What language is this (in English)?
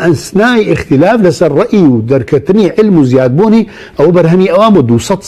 Central Kurdish